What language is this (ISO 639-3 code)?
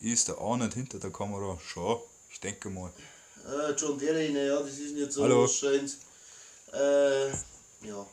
bar